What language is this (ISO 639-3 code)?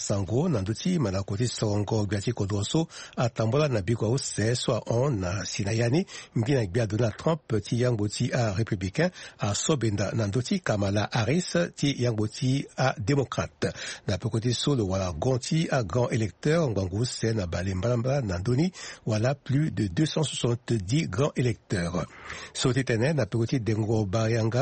sag